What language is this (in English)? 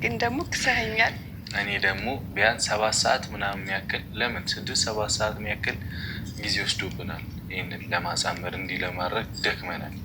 Amharic